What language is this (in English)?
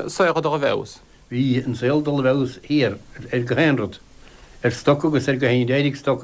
Irish